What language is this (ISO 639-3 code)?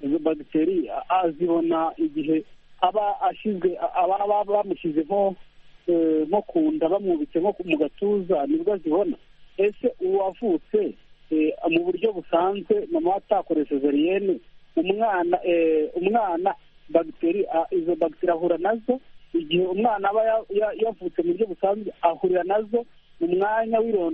kin